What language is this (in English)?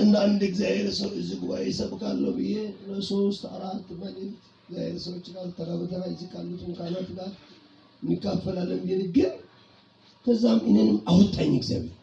Amharic